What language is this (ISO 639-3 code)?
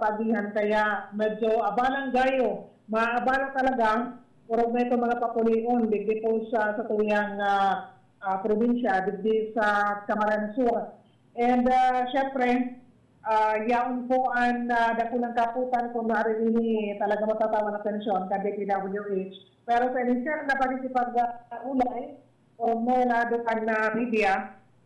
bik